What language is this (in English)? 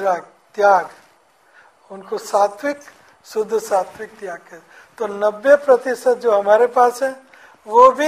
Hindi